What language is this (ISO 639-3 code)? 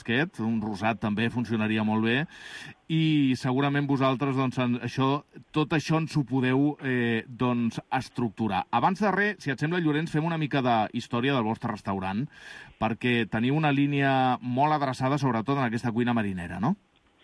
cat